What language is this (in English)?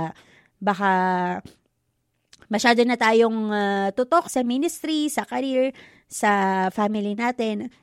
Filipino